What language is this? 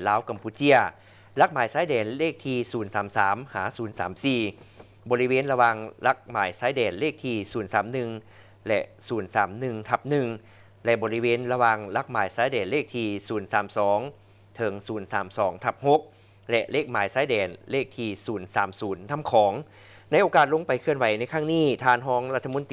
Lao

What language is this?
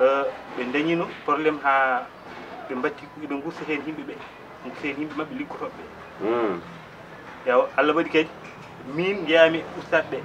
Fula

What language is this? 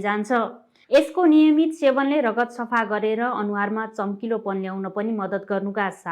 Nepali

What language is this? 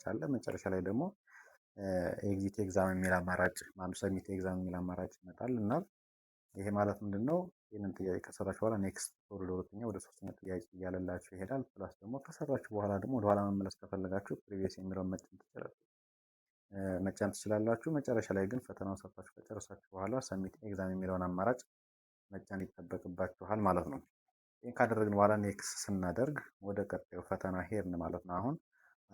Amharic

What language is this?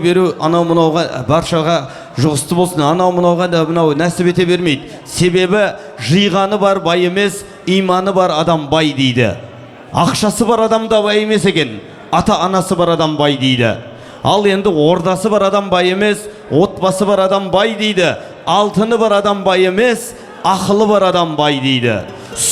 Kazakh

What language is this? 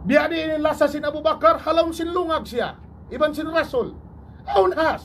Tausug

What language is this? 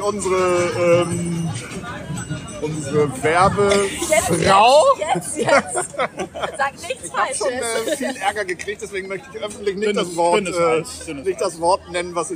German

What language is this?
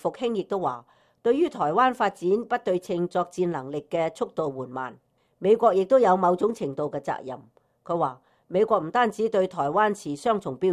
Cantonese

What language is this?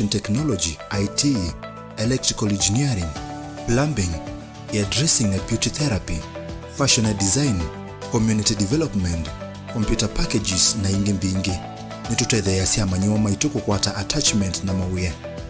Kamba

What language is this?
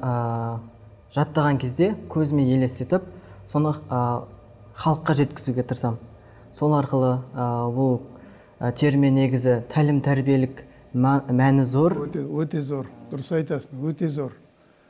Kazakh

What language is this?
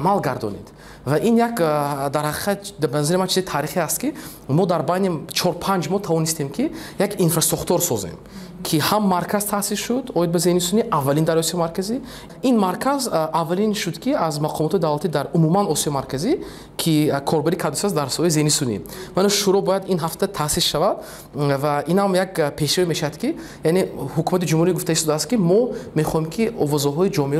Tajik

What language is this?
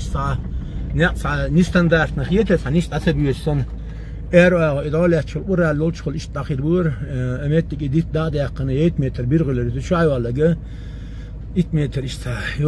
Chechen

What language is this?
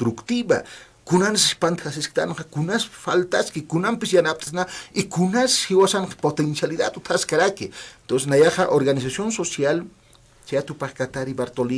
Aymara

